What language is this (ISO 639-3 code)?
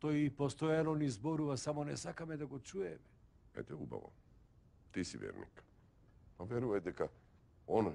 mkd